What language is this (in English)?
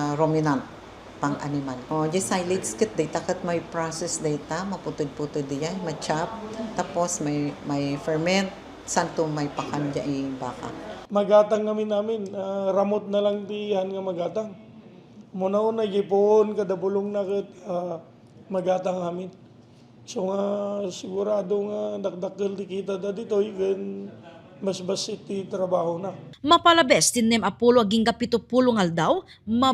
Iloko